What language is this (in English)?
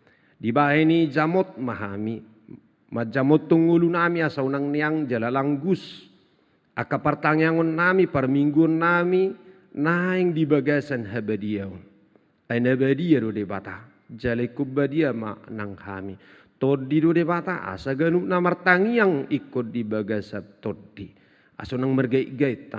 Batak Toba